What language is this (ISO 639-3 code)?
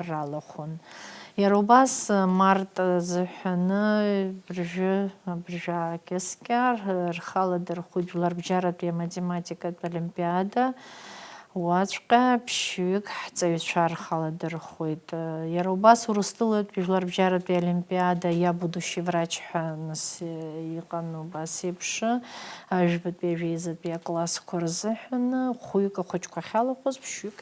abk